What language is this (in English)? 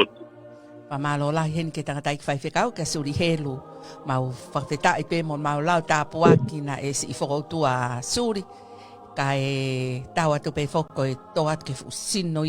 Tongan